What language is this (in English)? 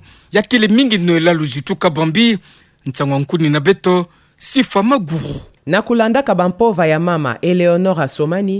Kituba (Democratic Republic of Congo)